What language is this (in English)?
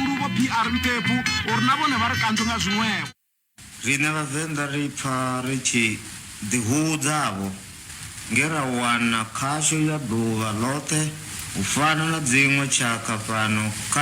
Venda